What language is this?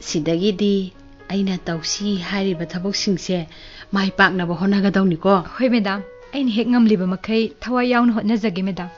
Manipuri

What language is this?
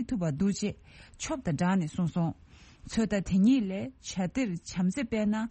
Tibetan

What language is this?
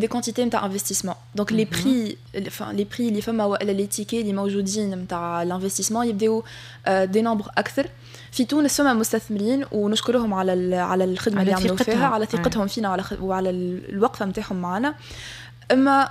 Tunisian Arabic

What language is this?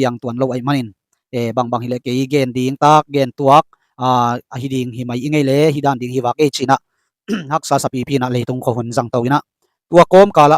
Tedim Chin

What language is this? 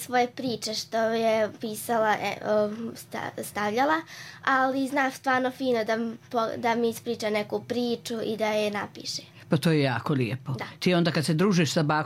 Serbian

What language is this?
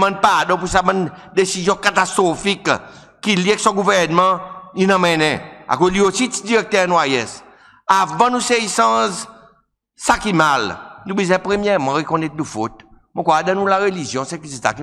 Seselwa Creole French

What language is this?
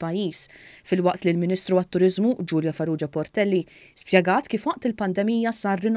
Maltese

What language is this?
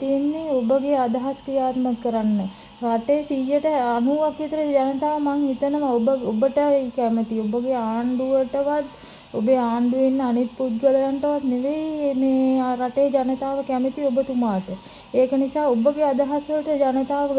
Sinhala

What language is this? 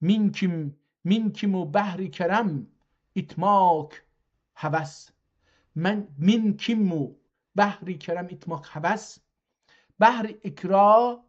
South Azerbaijani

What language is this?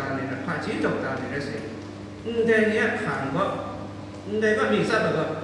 Kachin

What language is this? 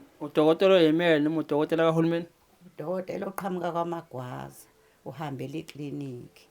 Zulu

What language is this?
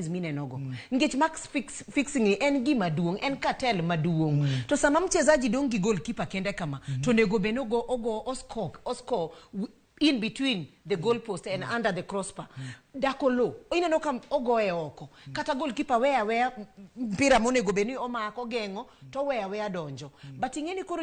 Luo (Kenya and Tanzania)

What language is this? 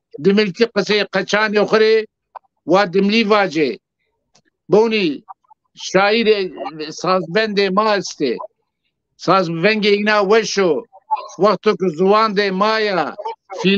Zaza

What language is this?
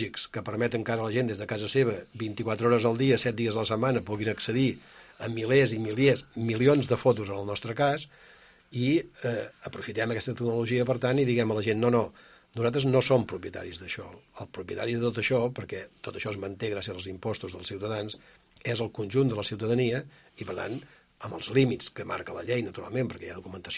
Catalan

